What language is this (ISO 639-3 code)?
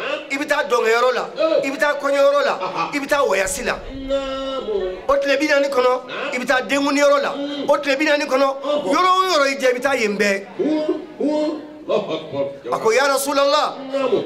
bam